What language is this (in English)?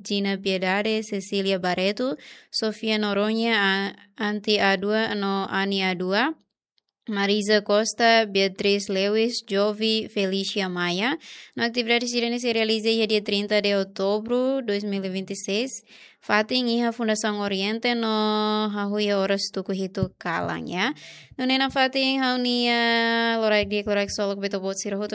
Tetum